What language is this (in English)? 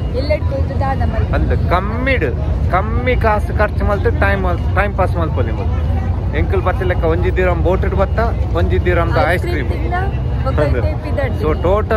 Tulu